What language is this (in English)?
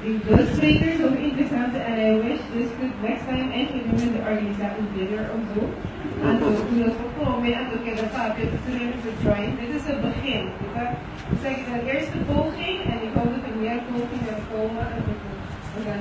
Papiamento